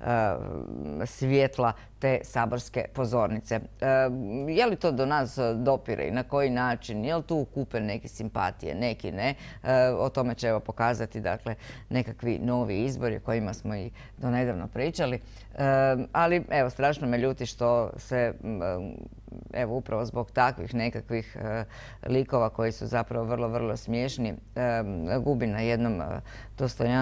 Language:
Croatian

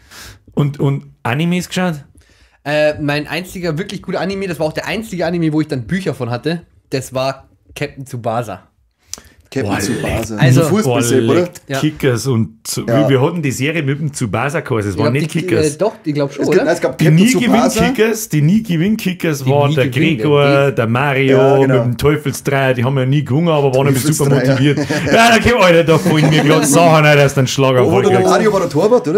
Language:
Bavarian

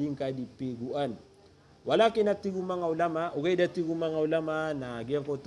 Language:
Maranao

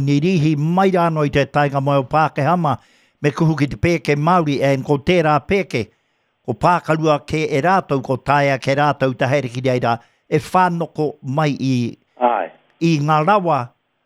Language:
Māori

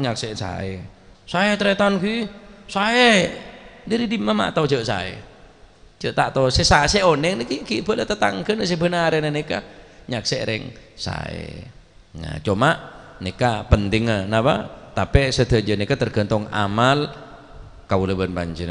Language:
Madurese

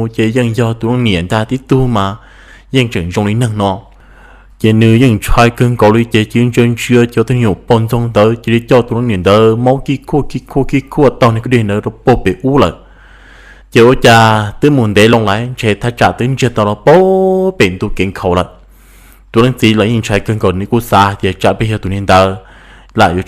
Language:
Hmong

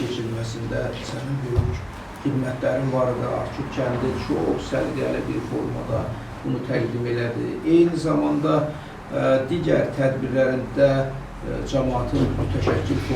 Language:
Azerbaijani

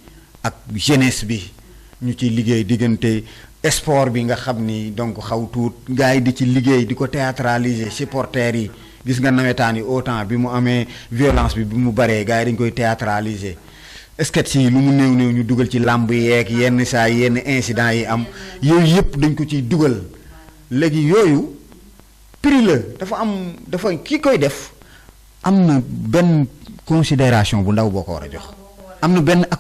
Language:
Wolof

